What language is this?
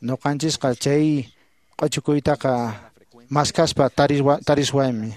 Quechua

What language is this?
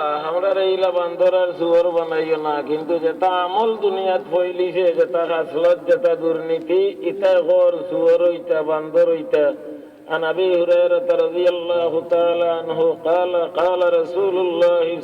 Sylheti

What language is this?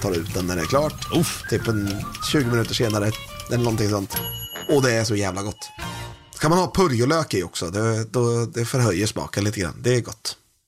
Swedish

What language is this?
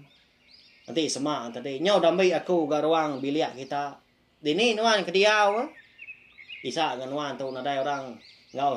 Iban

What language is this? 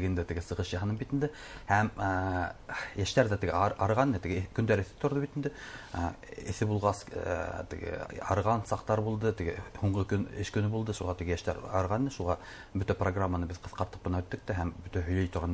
Bashkir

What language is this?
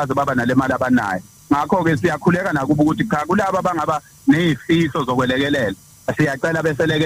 Zulu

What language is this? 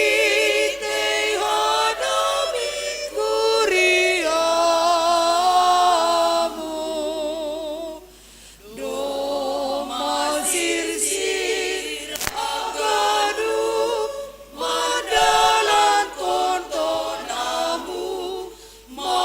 Batak Simalungun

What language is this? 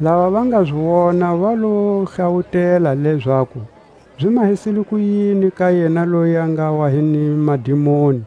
Tswa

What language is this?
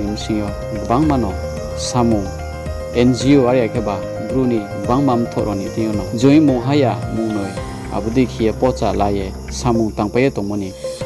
Riang (India)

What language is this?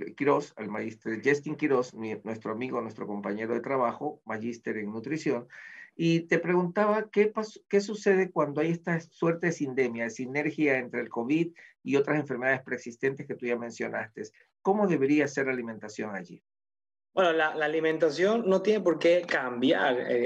Spanish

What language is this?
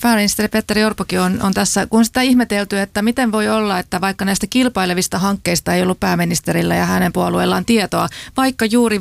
Finnish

